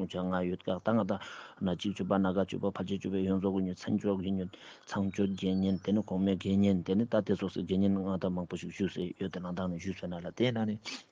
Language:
Ladakhi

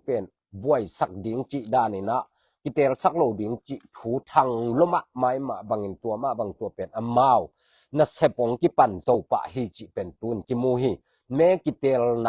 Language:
Tedim Chin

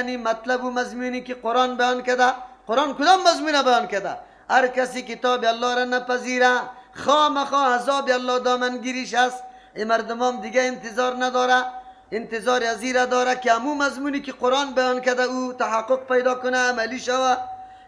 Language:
Persian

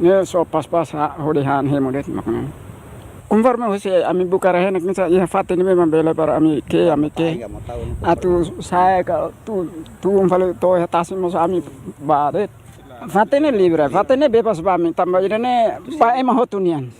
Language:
Tetum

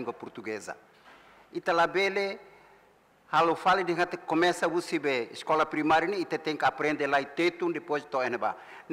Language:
Tetum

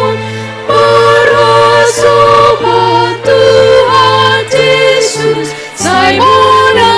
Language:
Batak Simalungun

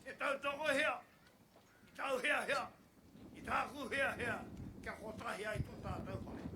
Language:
Māori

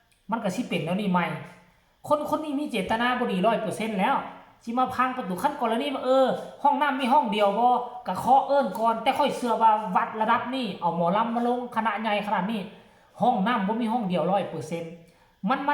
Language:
Lao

